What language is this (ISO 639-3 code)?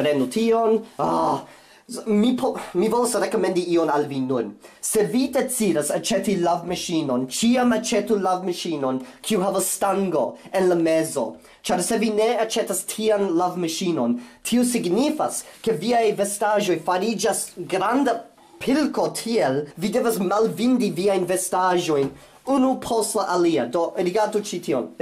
epo